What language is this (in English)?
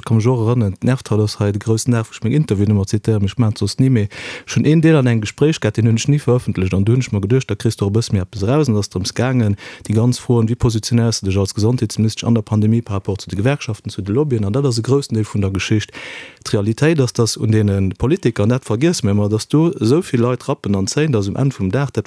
Luxembourgish